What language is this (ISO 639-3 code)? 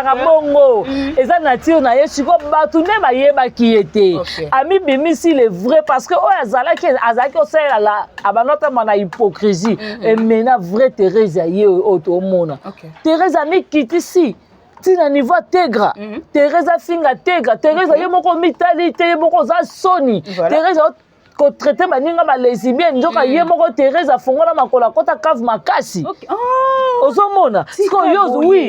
lin